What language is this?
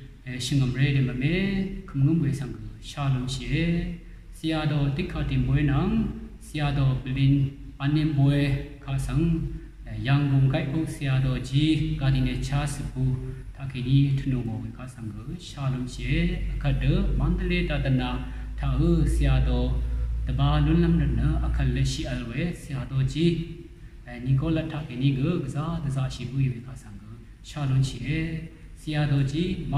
Rawang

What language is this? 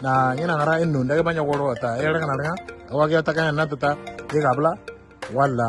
Moro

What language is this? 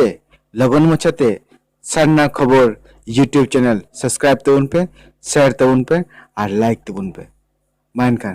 Santali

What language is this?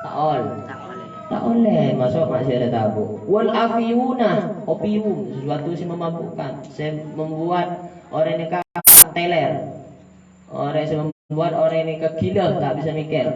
Madurese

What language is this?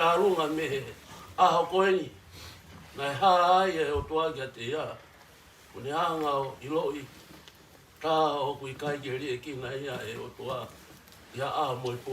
Tongan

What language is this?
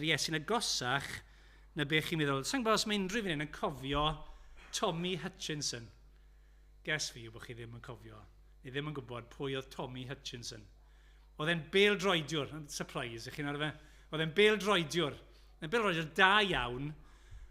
Welsh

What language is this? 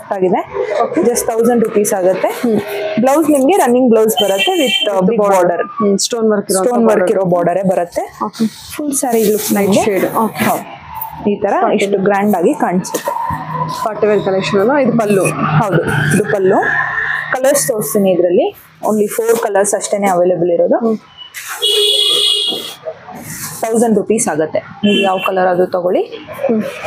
Kannada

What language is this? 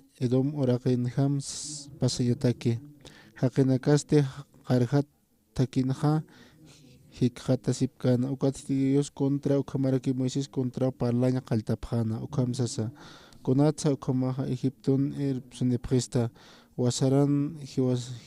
Aymara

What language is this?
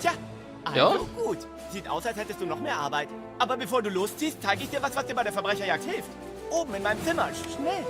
Swiss German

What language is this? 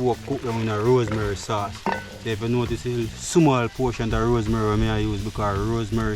Jamaican Creole English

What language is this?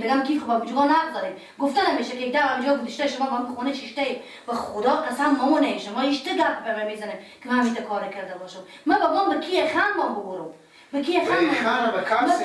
Persian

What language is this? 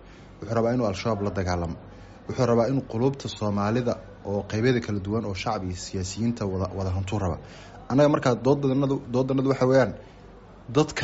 Somali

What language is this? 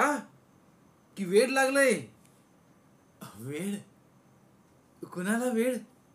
Marathi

